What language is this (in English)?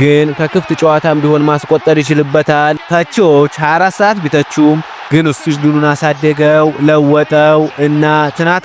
Amharic